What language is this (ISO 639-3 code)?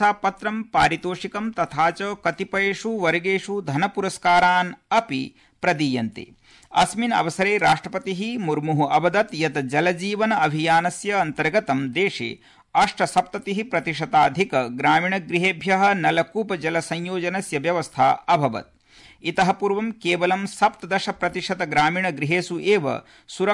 san